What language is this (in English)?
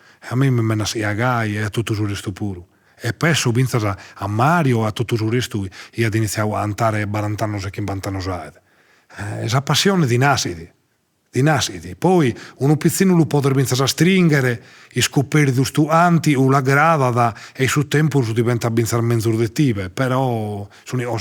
Sardinian